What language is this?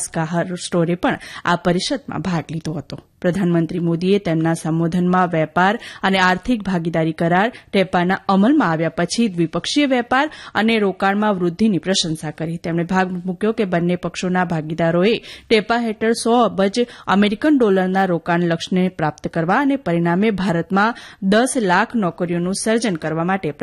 Gujarati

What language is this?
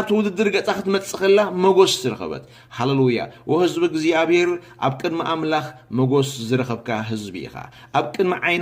Tigrinya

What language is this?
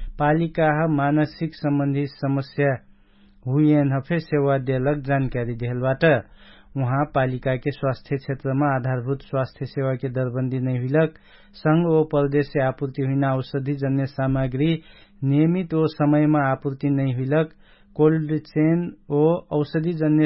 Dangaura Tharu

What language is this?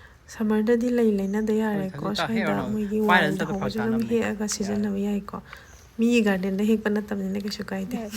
Manipuri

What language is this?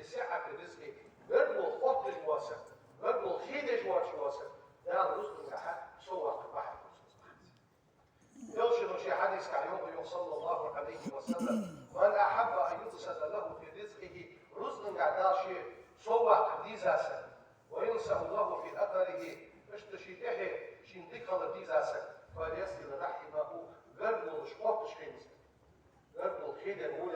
Ingush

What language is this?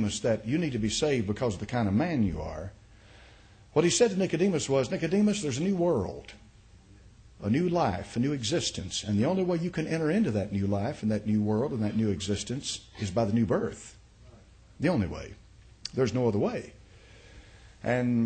English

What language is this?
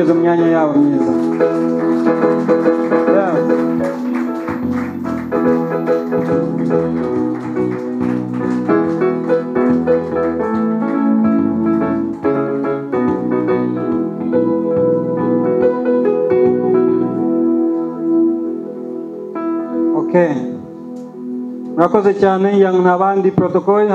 Kinyarwanda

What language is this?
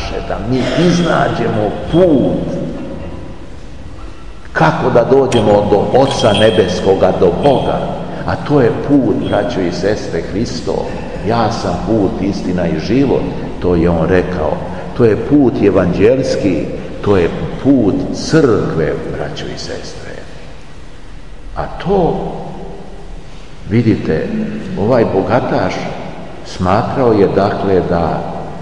Serbian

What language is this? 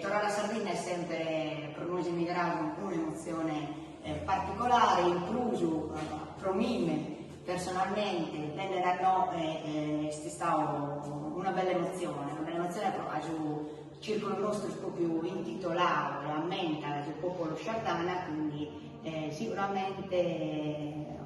Sardinian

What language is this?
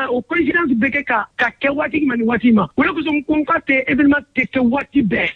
Bambara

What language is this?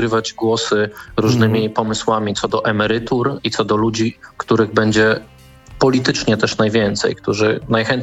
Polish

